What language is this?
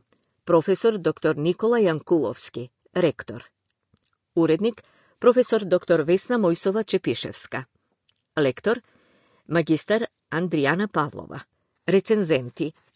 Macedonian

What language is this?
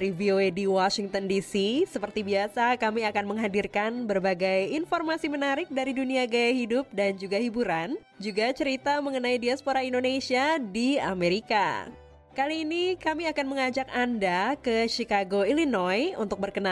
Indonesian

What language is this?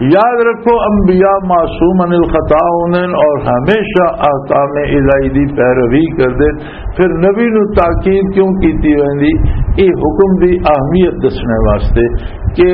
Western Panjabi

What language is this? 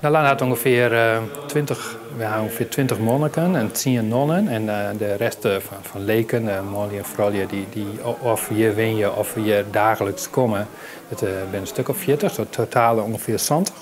Western Frisian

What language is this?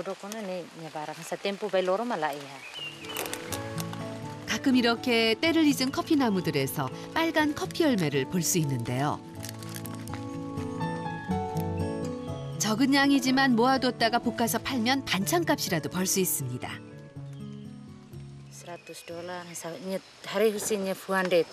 Korean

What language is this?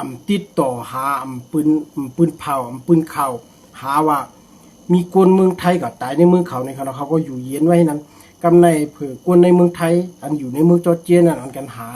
Shan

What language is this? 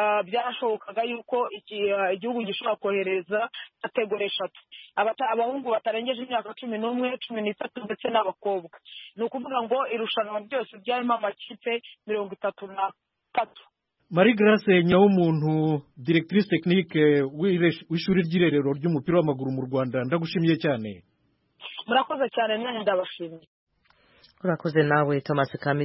Kinyarwanda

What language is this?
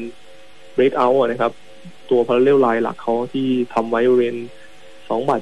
Thai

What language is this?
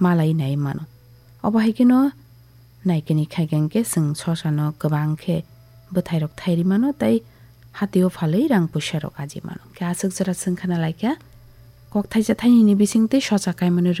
Kok Borok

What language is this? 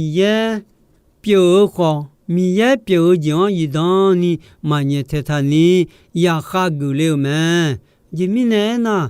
Akha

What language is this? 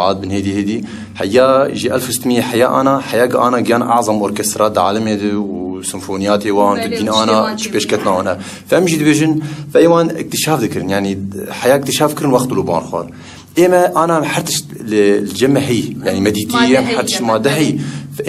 Kurdish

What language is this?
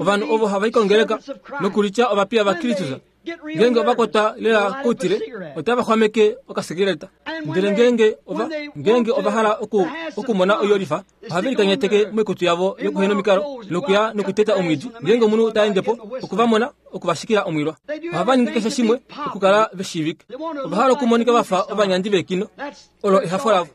Kuanyama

